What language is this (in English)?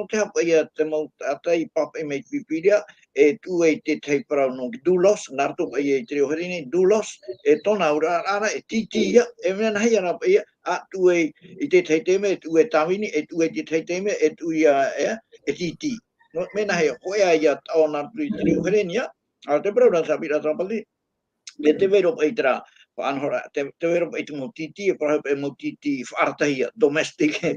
Tahitian